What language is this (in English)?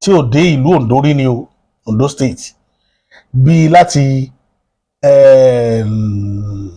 Yoruba